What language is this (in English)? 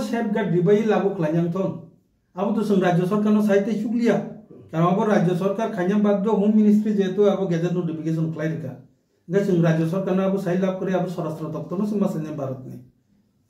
Kok Borok